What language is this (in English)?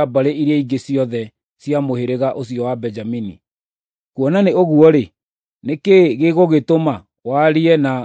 Kikuyu